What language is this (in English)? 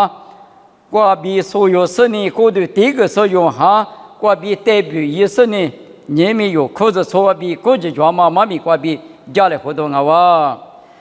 Lisu